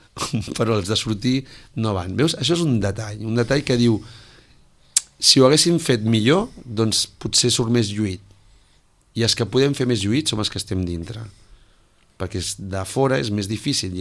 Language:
Catalan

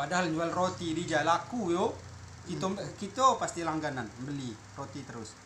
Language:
Musi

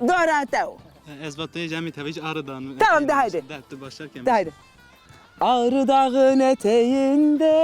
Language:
Zaza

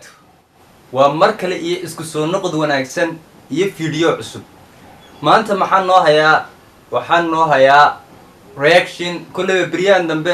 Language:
Somali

